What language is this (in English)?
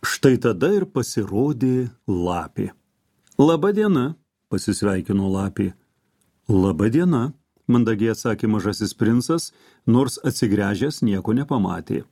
Lithuanian